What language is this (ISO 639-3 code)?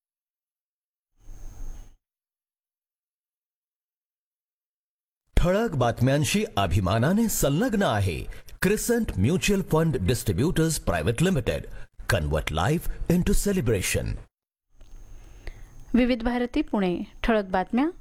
mar